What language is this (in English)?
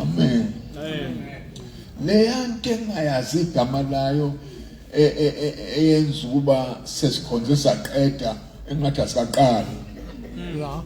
Zulu